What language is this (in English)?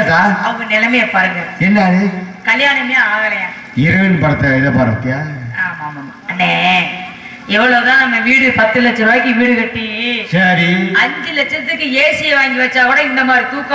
Tamil